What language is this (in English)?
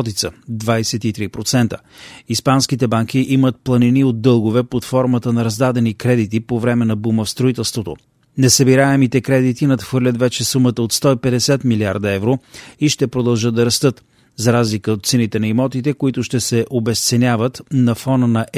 Bulgarian